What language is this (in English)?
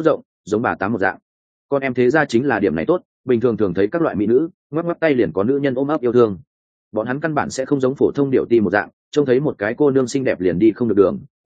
Vietnamese